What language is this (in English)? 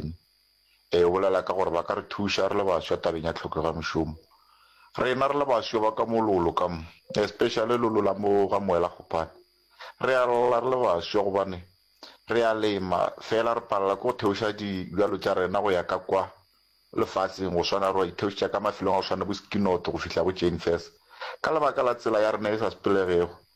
Northern Sotho